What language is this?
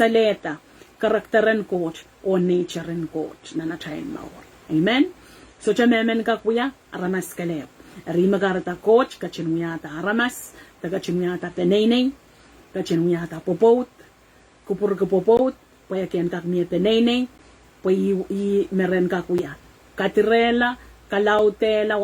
Pohnpeian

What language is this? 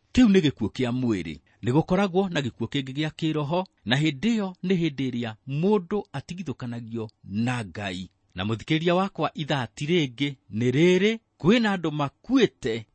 Kikuyu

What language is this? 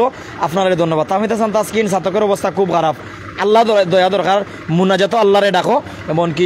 Sylheti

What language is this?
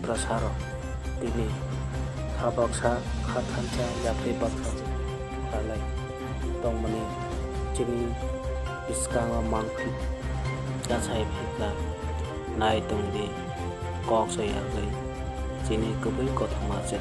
Kok Borok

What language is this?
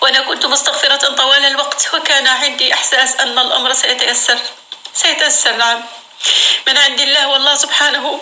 North Levantine Arabic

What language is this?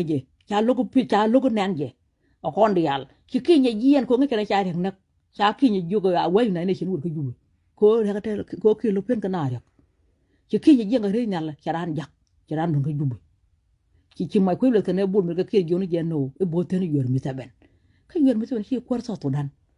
Nuer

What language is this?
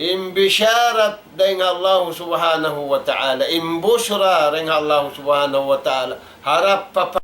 Tausug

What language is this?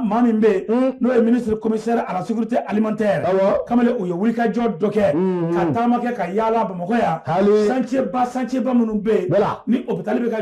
Bambara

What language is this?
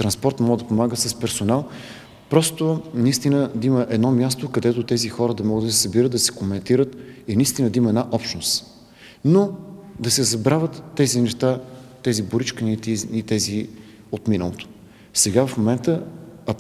Bulgarian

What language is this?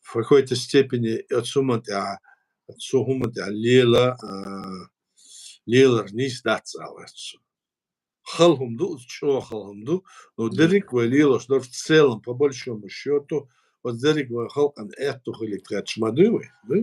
Chechen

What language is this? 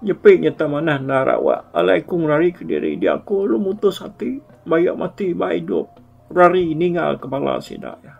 Iban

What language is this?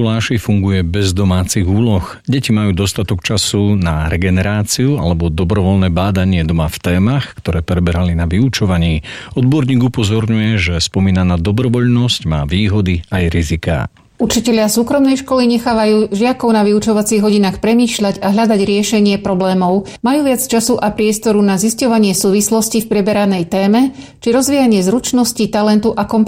Slovak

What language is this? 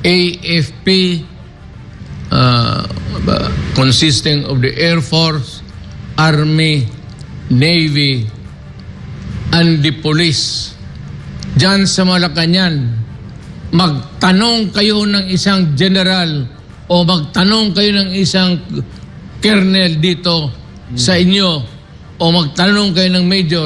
Filipino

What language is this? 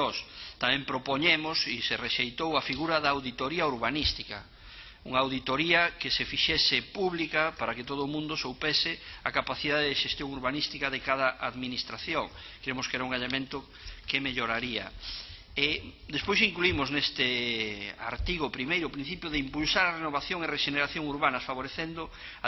Galician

